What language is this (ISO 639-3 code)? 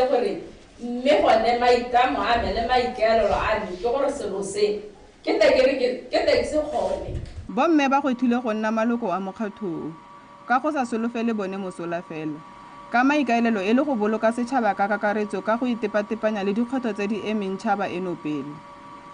tsn